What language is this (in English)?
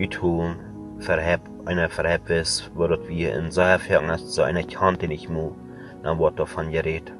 Plautdietsch